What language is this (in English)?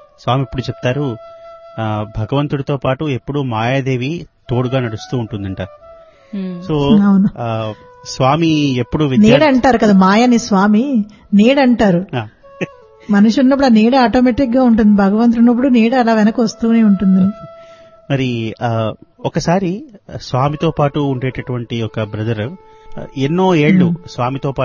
Telugu